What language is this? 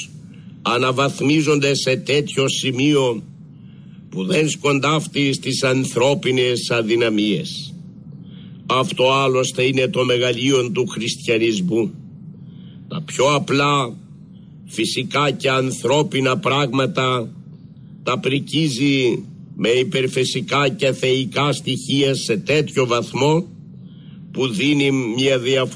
Greek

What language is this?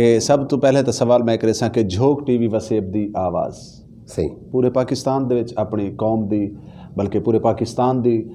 Saraiki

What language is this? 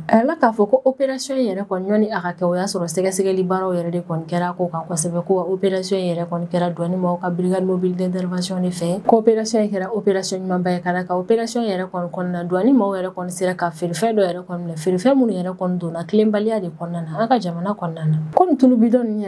Bambara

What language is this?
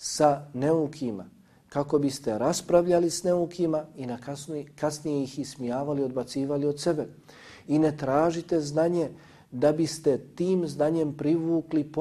Bosnian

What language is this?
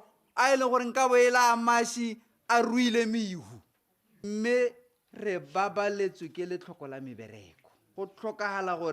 Tswana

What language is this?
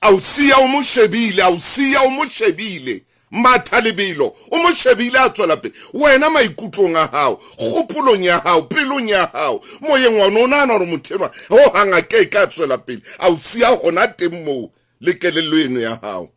Southern Sotho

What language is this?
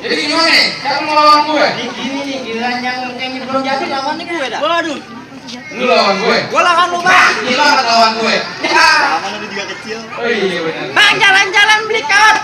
Betawi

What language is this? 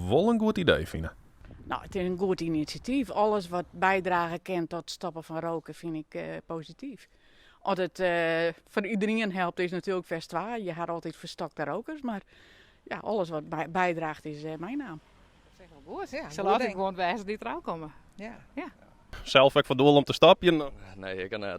Western Frisian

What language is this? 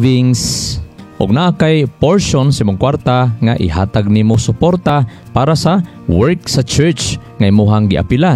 Cebuano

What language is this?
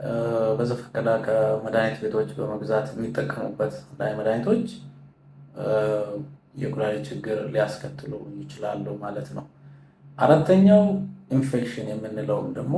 Amharic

